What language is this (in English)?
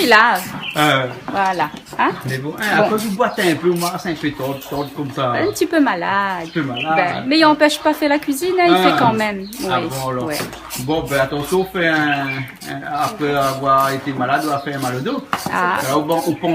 Réunion Creole French